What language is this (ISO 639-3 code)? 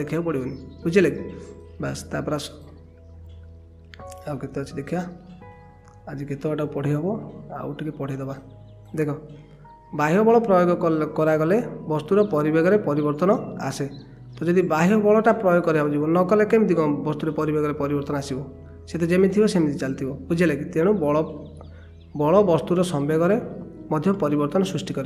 ori